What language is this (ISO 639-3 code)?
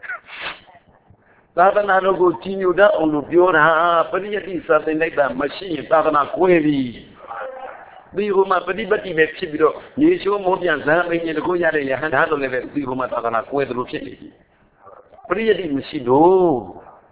mya